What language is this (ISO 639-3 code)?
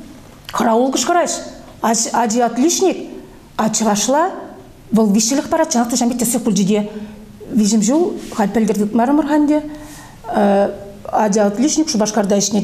chv